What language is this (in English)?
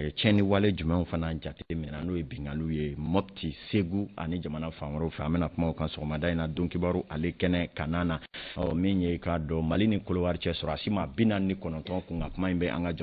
Bambara